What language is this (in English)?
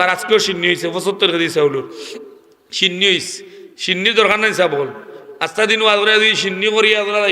Sylheti